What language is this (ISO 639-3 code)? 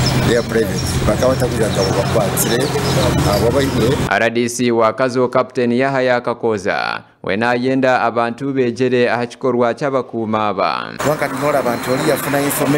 nyn